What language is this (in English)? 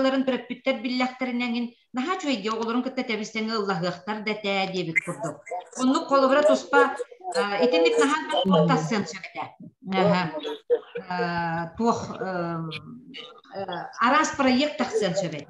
Yakut